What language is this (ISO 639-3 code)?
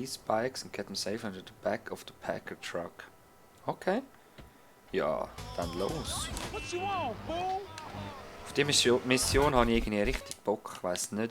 gsw